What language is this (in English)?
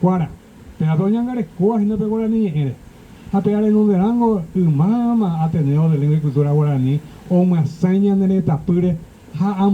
Guarani